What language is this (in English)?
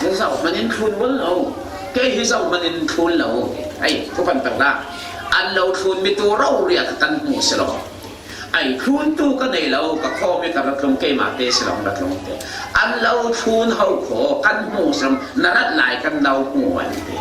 Falam Chin